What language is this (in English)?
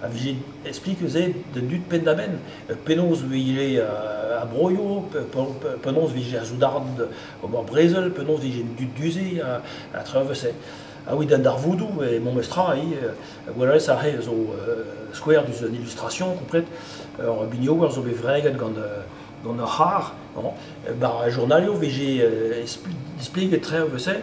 Breton